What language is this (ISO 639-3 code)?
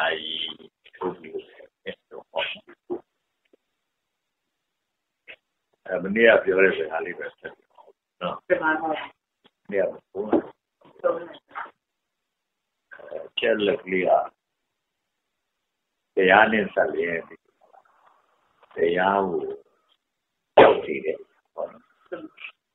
mya